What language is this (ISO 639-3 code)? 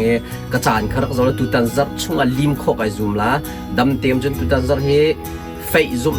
cnh